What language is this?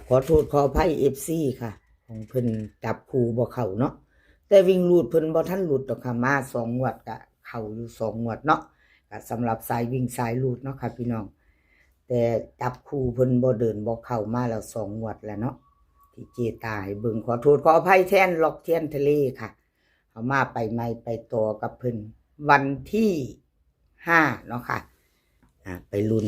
Northeastern Thai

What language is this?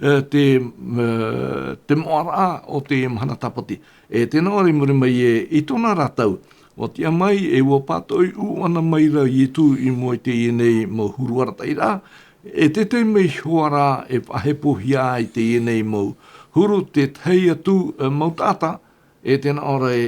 Tahitian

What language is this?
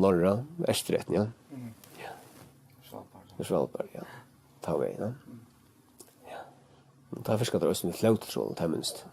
Faroese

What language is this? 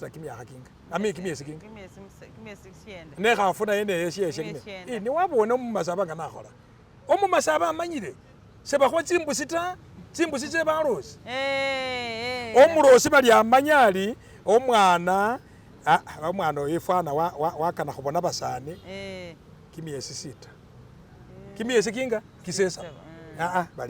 Masaaba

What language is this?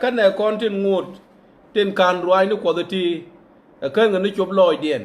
Nuer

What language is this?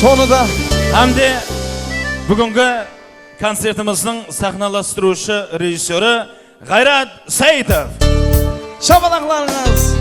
Kara-Kalpak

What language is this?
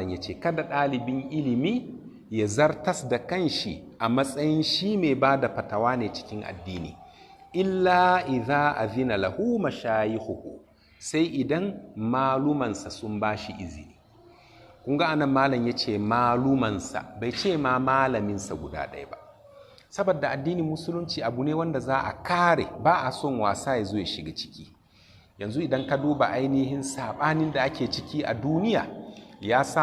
Hausa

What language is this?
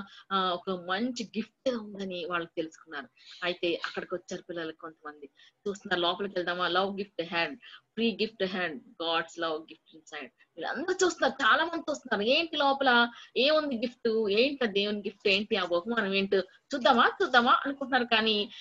Telugu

